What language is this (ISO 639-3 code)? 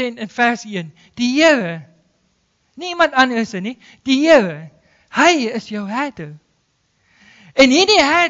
afr